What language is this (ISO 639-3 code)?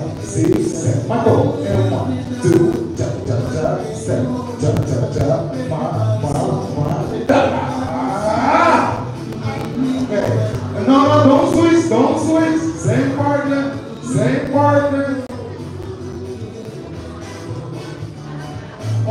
eng